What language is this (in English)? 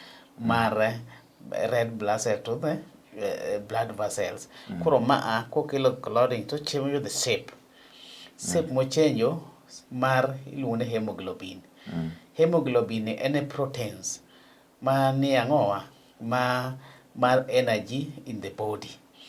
Luo (Kenya and Tanzania)